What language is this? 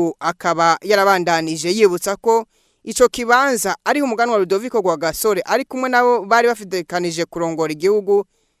Rundi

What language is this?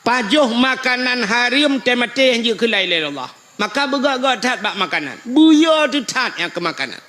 Achinese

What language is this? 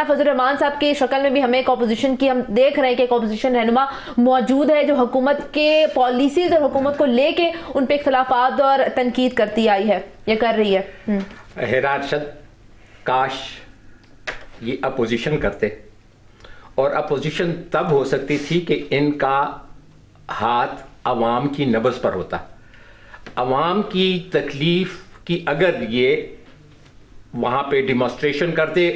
Urdu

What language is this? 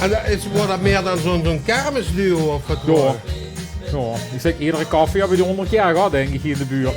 Limburgish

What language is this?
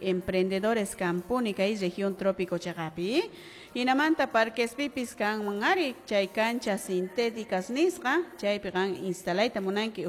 Quechua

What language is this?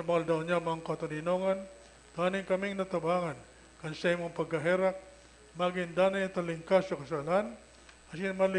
Bikol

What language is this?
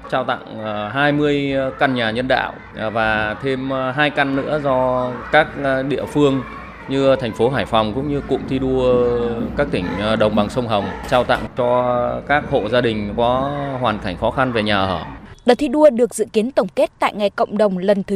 Vietnamese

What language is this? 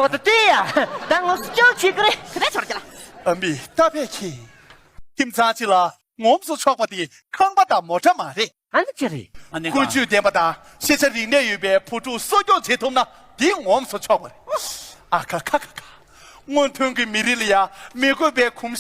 Tibetan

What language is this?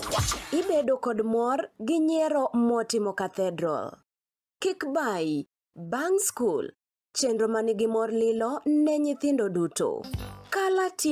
Luo (Kenya and Tanzania)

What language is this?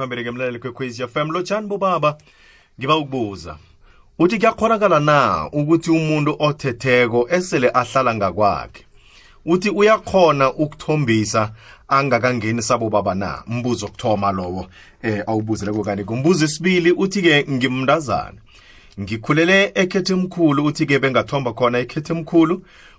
South Ndebele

